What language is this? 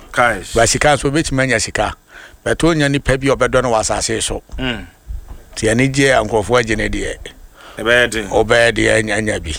Akan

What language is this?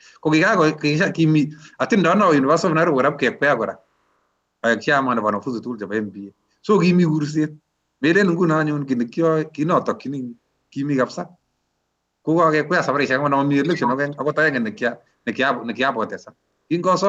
Kalenjin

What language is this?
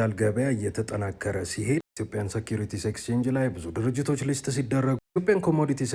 Amharic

